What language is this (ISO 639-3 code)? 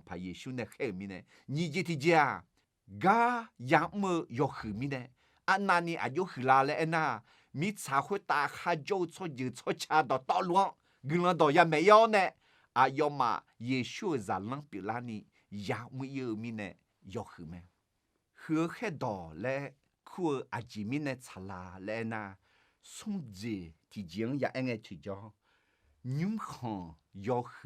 ahk